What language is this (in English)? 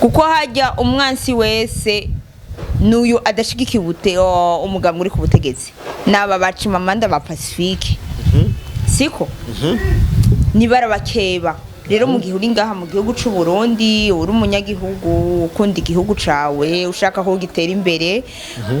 Rundi